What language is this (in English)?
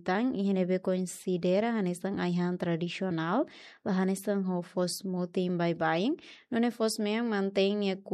Tetum